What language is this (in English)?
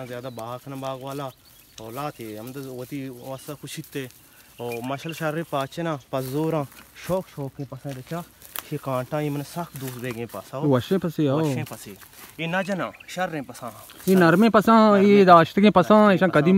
Baluchi